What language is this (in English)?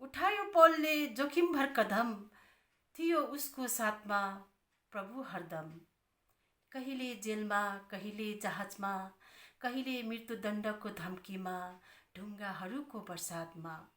Nepali